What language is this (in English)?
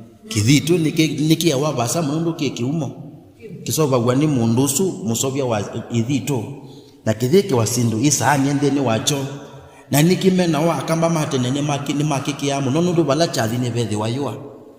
Kamba